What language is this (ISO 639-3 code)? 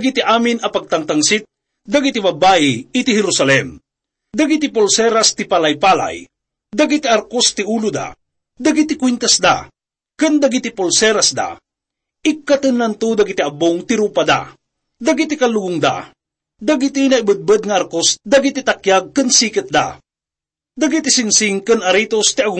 ilo